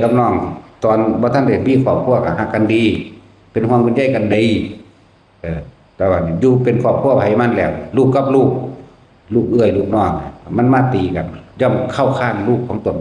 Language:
Northeastern Thai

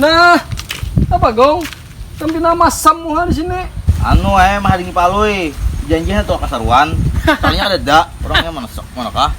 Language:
Banjar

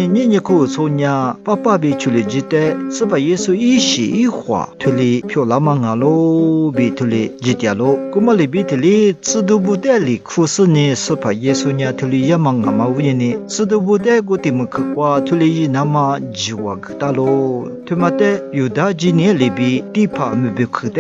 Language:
Lisu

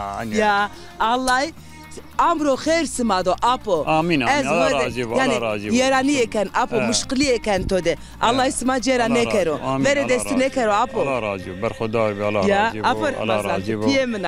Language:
Zaza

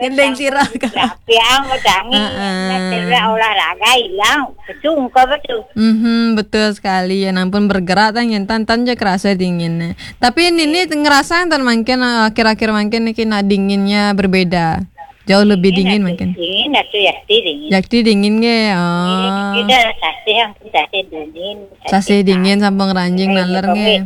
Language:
Balinese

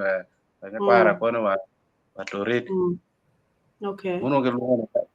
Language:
Acoli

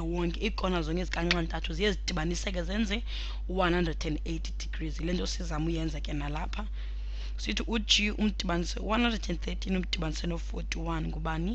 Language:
Xhosa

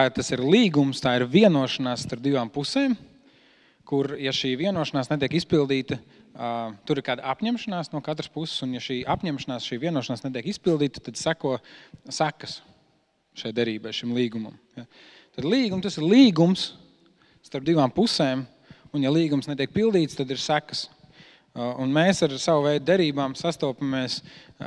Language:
Latvian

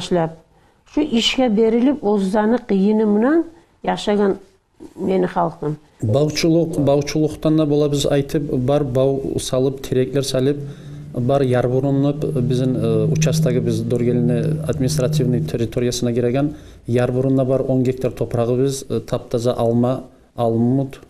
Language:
Kumyk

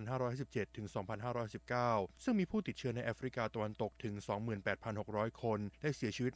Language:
Thai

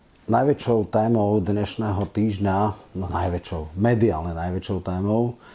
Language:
Slovak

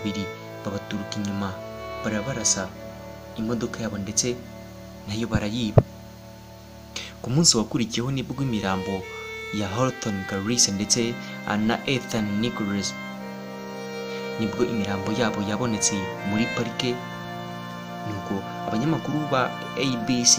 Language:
Kinyarwanda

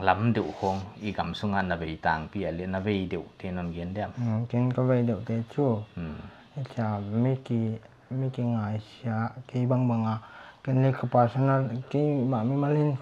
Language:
Paite Chin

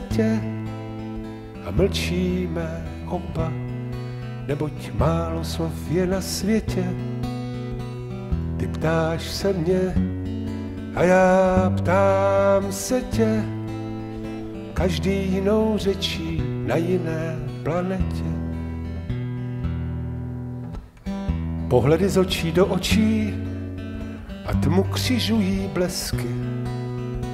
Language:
Czech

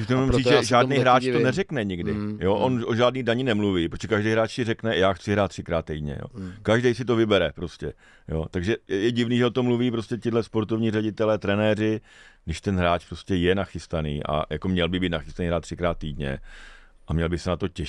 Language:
Czech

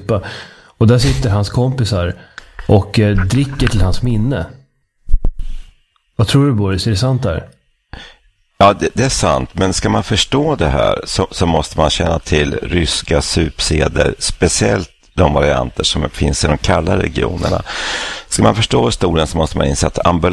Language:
Swedish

